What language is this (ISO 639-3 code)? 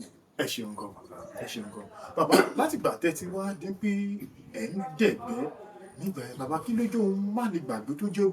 yor